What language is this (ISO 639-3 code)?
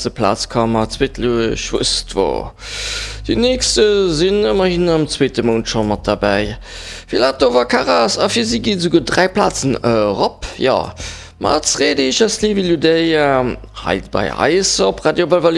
ltz